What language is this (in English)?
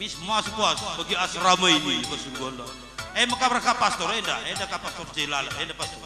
Batak Karo